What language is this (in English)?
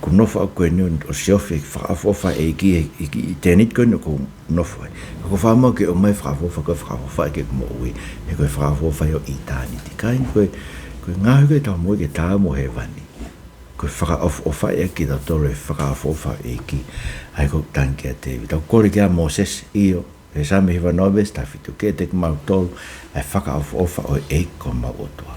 Tongan